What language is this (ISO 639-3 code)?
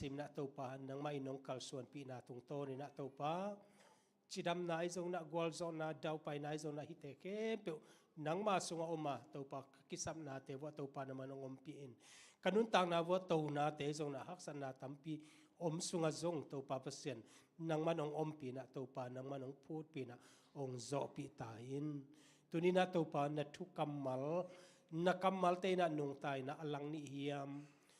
ctd